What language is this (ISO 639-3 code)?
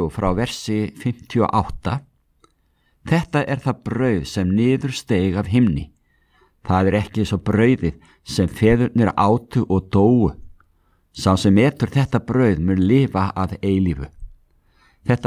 isl